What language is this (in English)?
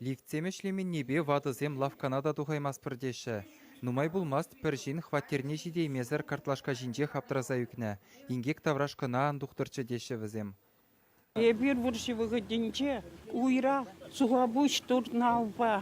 Chuvash